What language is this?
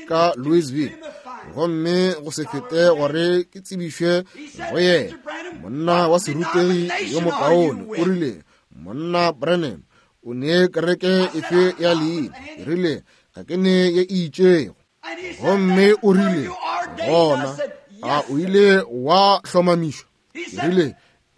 Northern Sotho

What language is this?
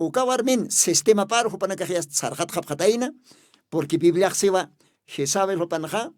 Aymara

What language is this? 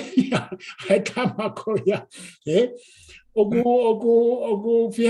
Tongan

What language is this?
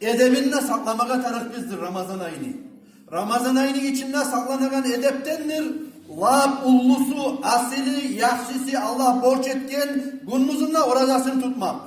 Kumyk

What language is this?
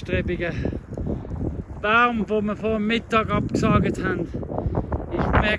Swiss German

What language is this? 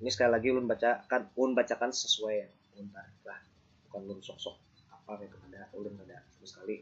Banjar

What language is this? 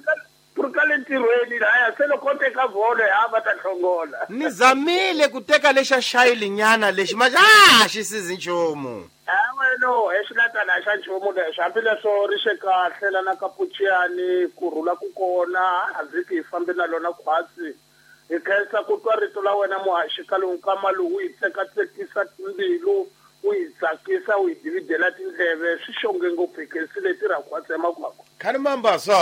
Tsonga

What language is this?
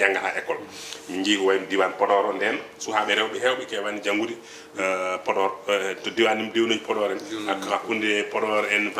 Fula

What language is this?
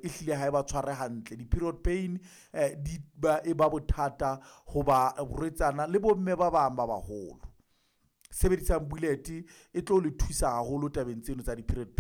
Southern Sotho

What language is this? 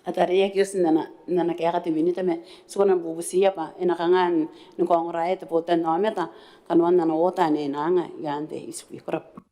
Gilbertese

